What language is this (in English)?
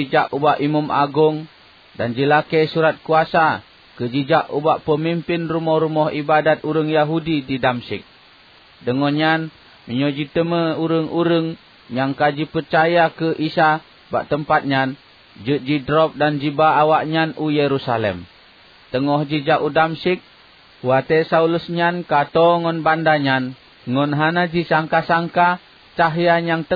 Achinese